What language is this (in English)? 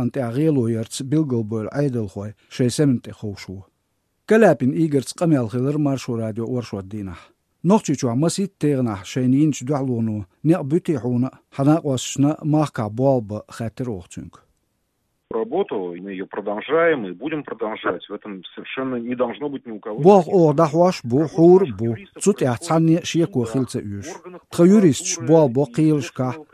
Chechen